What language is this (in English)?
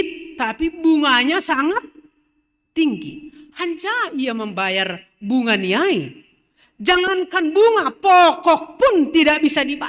Batak Simalungun